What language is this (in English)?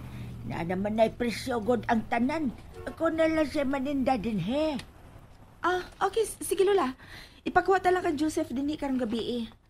Cebuano